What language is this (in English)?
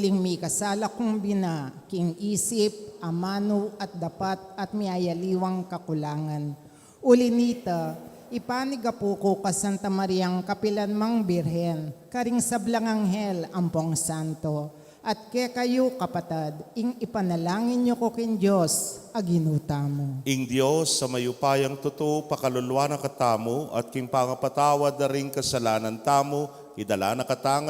Pampanga